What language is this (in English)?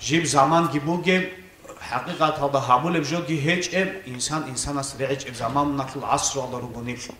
Avaric